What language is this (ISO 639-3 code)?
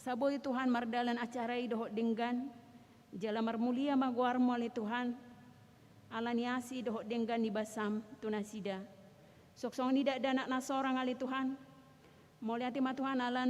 bbc